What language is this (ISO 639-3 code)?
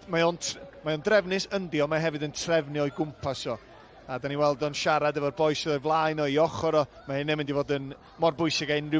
cym